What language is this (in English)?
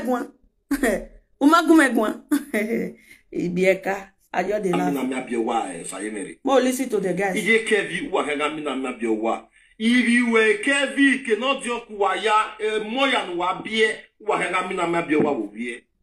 Nigerian Pidgin